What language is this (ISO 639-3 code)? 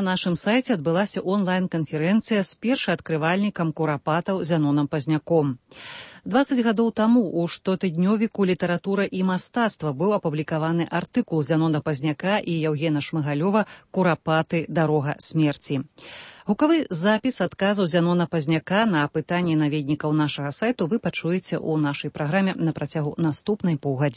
bel